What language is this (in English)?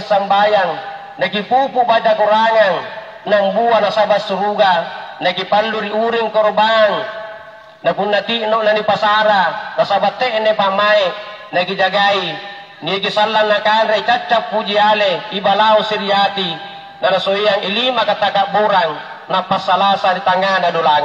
Makasar